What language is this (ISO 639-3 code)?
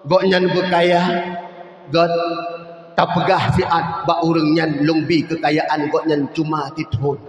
ace